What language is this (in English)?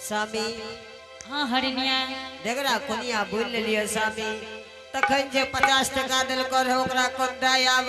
Angika